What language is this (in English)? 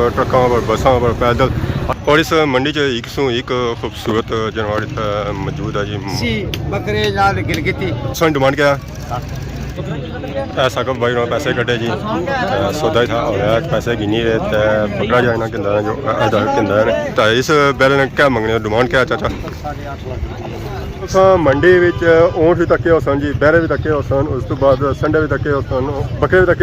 Pahari-Potwari